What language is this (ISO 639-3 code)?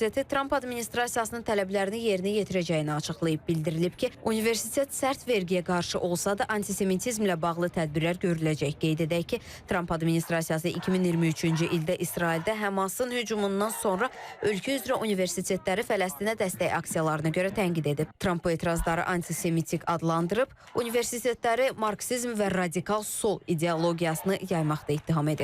aze